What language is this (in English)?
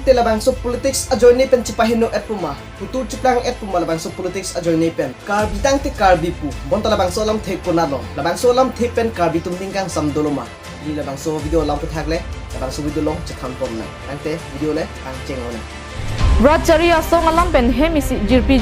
Karbi